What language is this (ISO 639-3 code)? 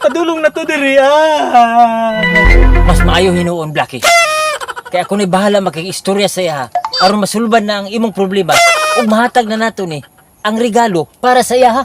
ceb